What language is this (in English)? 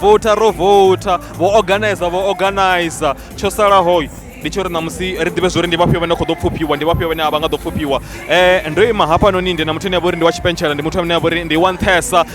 Venda